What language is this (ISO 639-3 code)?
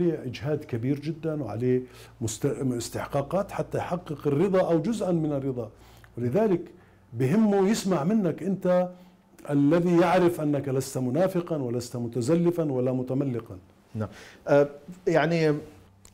acm